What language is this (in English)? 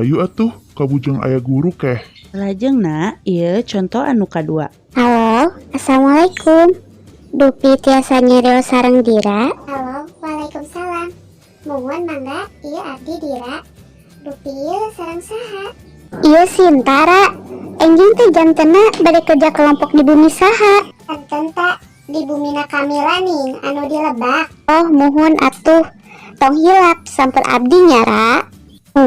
Sundanese